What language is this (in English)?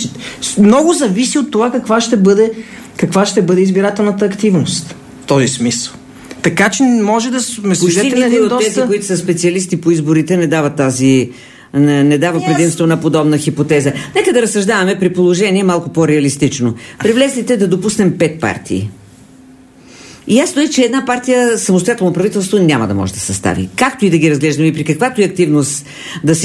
Bulgarian